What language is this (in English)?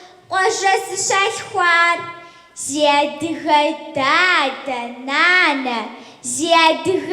Kabardian